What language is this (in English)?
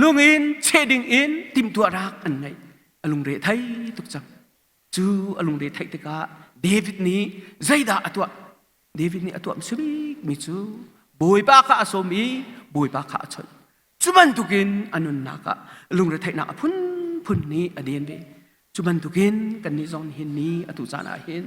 Hakha Chin